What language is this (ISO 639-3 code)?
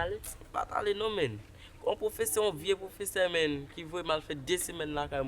hat